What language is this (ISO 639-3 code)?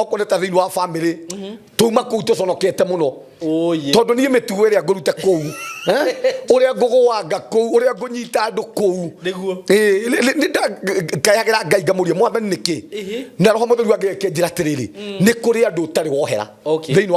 kik